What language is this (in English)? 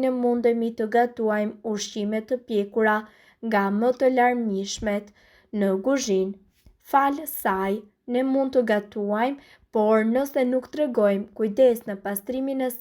Albanian